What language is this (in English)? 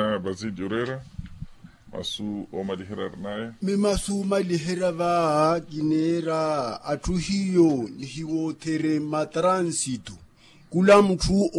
Makhuwa